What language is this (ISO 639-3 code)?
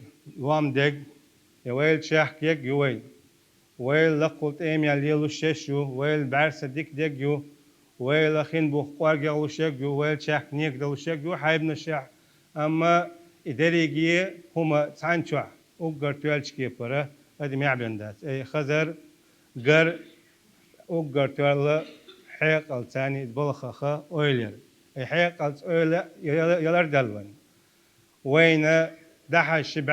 che